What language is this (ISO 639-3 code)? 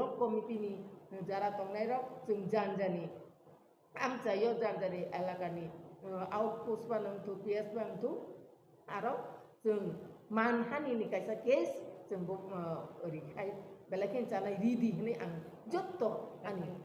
trp